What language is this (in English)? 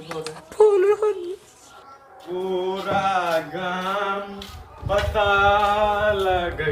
Maithili